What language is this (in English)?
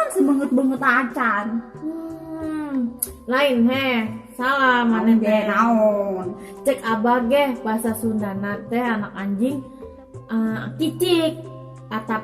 Sundanese